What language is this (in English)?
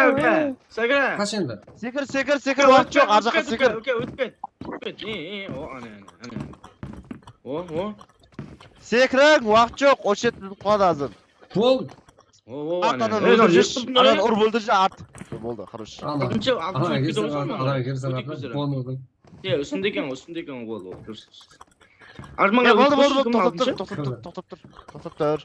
Kara-Kalpak